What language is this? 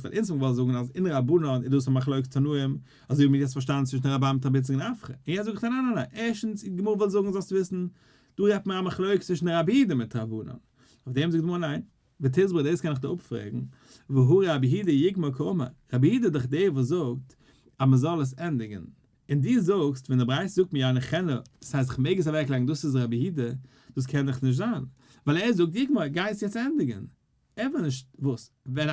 Yiddish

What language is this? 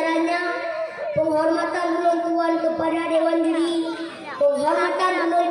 Achinese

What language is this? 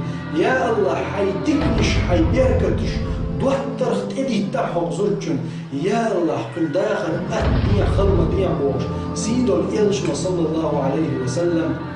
Chechen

